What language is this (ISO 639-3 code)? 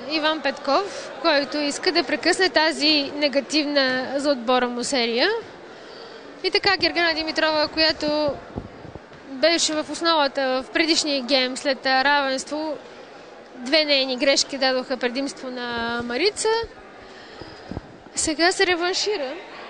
bul